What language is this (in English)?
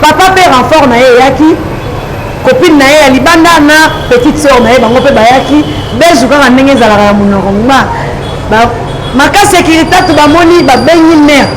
Lingala